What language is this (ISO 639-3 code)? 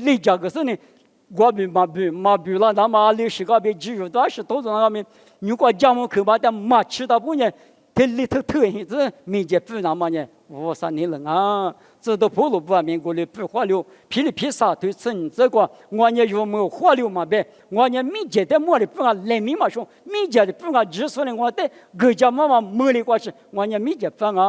lis